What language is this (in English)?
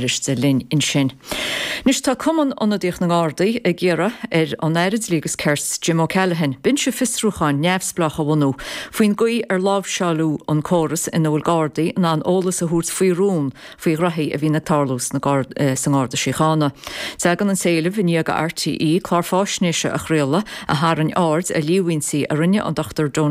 Irish